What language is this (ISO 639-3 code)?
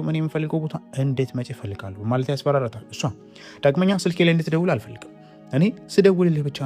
amh